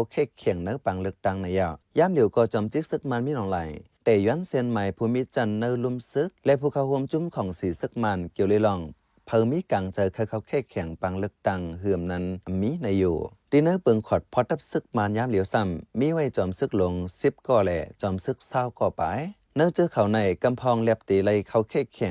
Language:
Shan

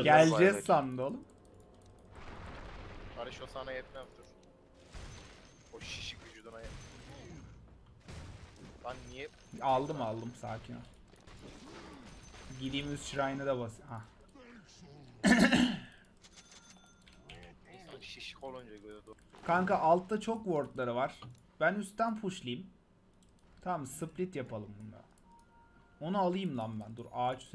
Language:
Turkish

